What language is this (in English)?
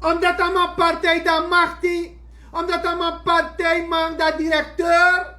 Sranan Tongo